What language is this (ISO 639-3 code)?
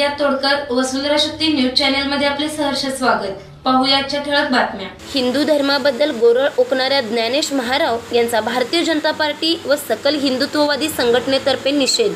mar